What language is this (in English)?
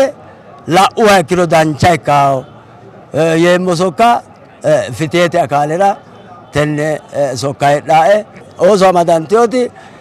Sidamo